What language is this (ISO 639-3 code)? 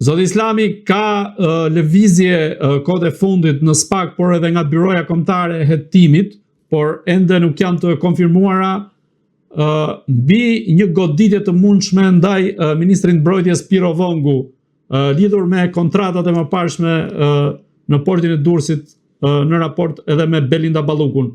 sqi